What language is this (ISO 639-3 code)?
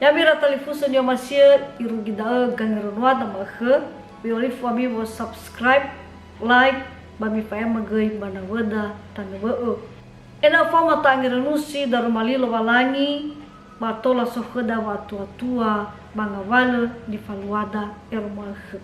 nia